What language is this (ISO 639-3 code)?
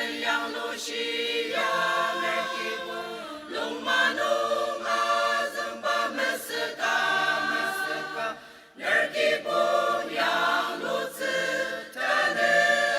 njo